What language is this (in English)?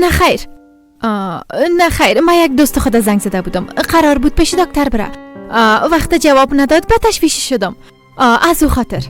Persian